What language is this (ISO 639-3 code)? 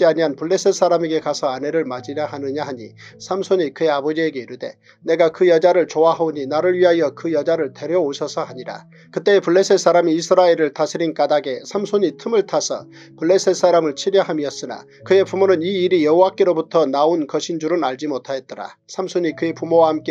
kor